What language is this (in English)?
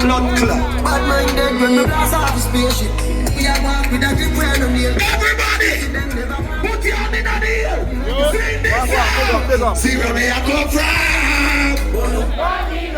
Jamaican Creole English